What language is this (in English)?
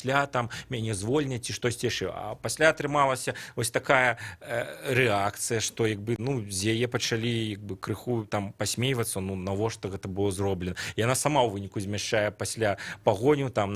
Belarusian